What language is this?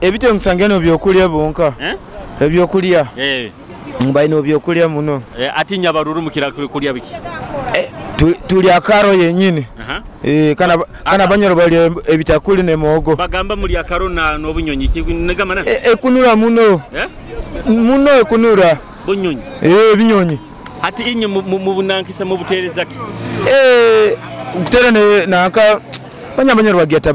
Nyoro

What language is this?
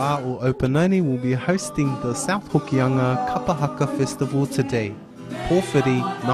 Māori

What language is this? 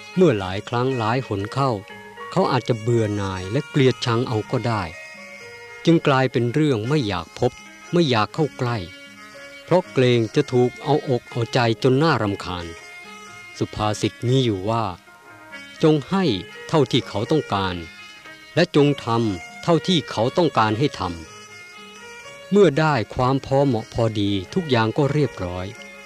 Thai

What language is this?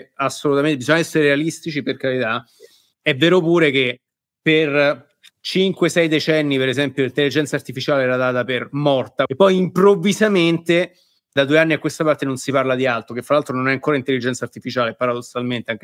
Italian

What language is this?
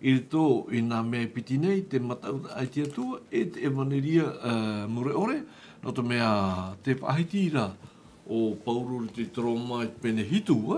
Tahitian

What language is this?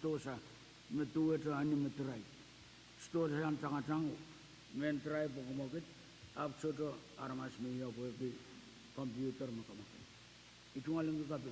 Pohnpeian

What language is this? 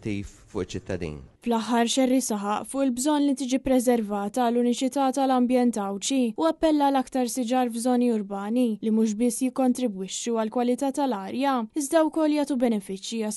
Maltese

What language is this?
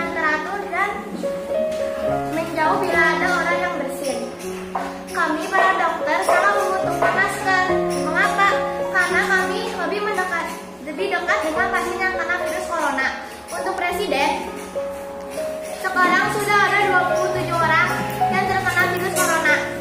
Indonesian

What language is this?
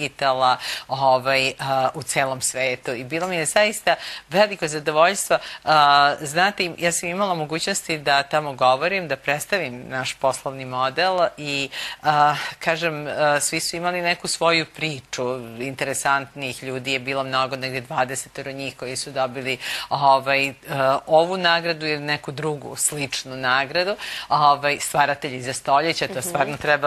Serbian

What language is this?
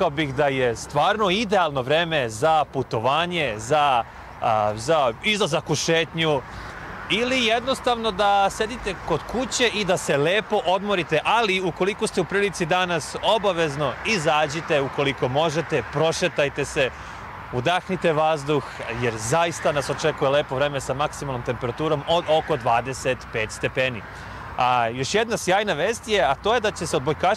Serbian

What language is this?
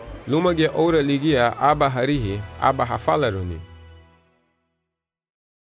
Garifuna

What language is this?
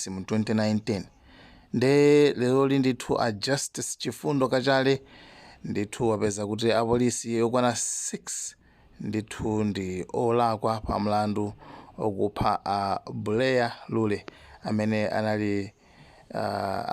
Nyanja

